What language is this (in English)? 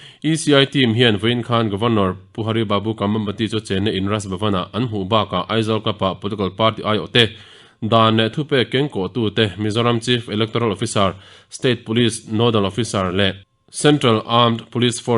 Mizo